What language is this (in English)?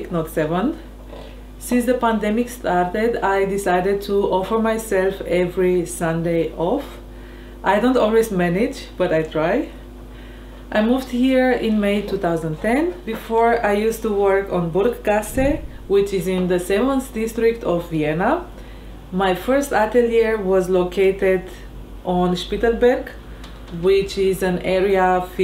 English